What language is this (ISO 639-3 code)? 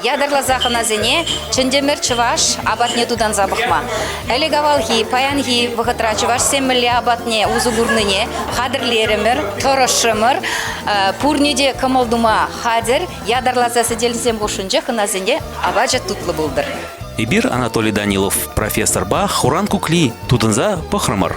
chv